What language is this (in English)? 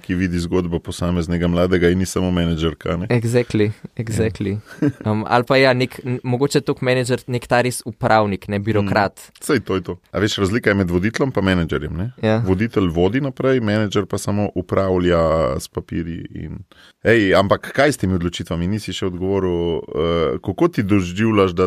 Slovenian